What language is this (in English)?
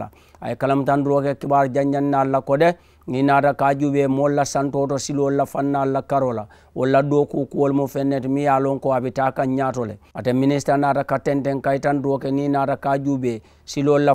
Mandingo